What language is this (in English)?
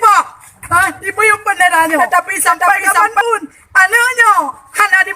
Achinese